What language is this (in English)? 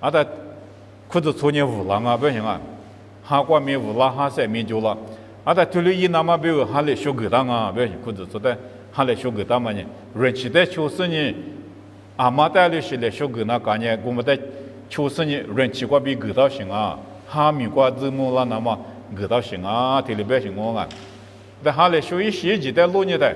Lisu